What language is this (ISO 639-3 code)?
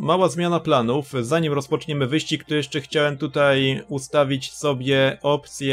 pol